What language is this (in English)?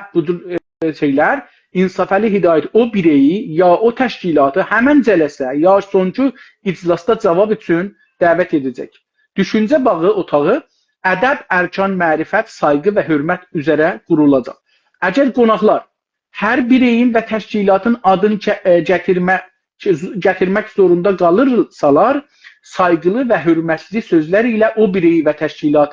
South Azerbaijani